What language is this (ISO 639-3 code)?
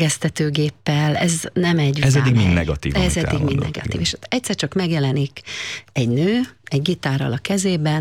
hun